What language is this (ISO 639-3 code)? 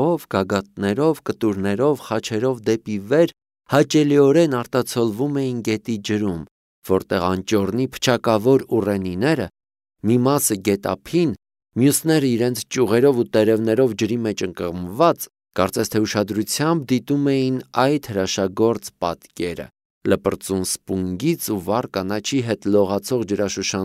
hye